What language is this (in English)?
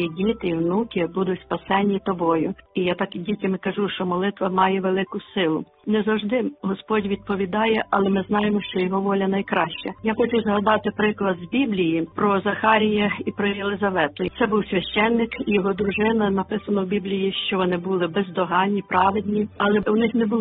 Ukrainian